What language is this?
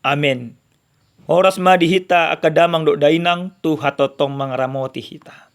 Batak Toba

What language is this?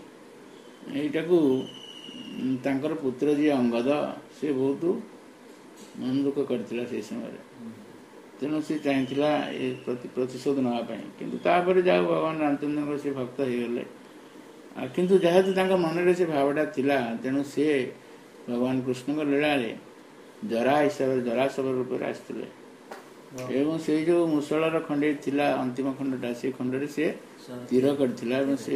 Odia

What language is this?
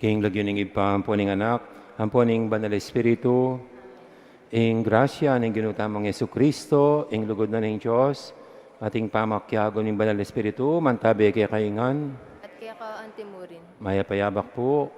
Pampanga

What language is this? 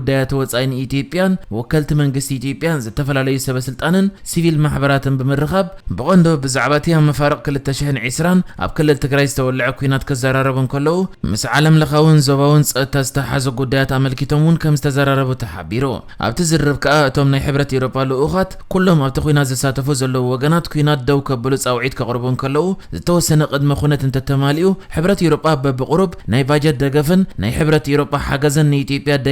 Tigrinya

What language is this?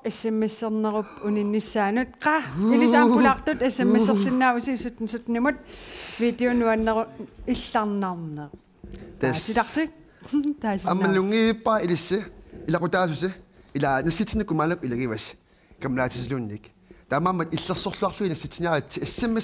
Kalaallisut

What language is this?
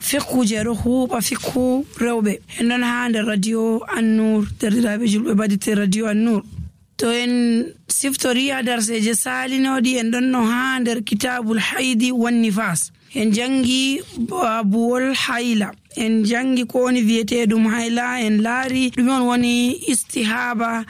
Nigerian Fulfulde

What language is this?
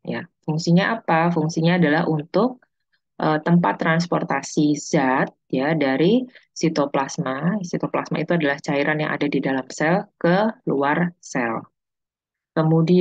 Indonesian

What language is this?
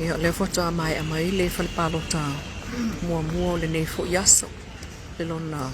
Samoan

